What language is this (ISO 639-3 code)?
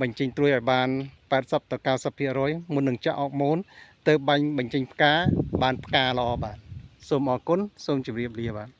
khm